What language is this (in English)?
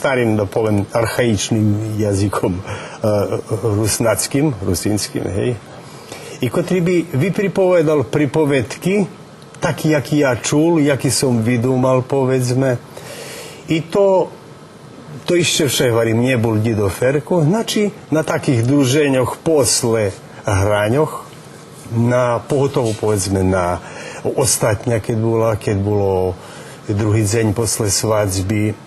Rusyn